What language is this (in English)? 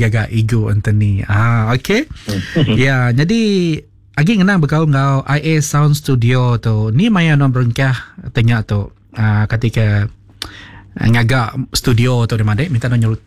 Iban